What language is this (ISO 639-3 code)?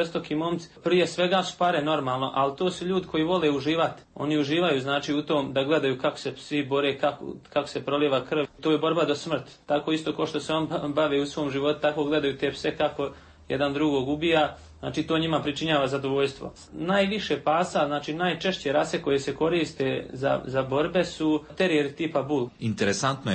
hrv